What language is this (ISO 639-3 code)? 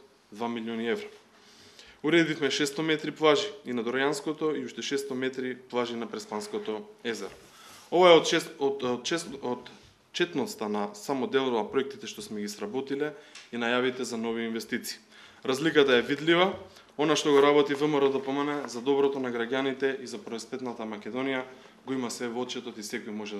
mkd